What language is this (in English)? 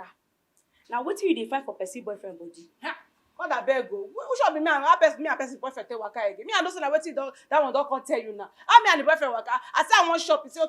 Nigerian Pidgin